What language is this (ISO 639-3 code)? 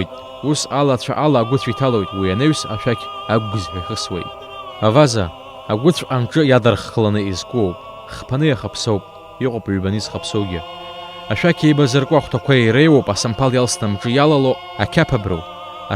abk